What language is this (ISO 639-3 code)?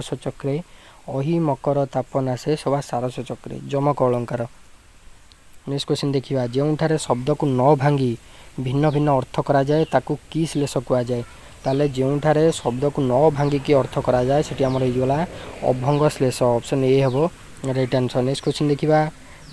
ori